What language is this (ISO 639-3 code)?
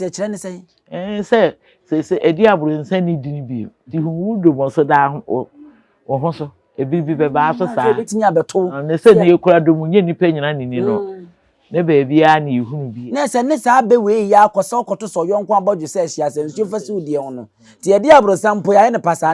aka